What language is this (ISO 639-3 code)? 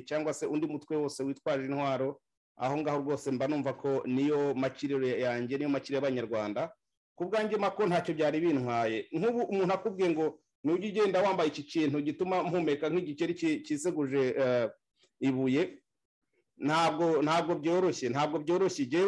kin